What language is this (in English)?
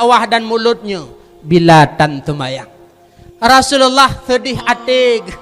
Achinese